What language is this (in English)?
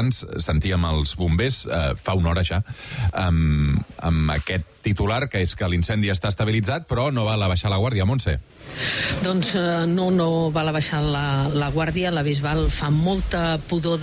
Catalan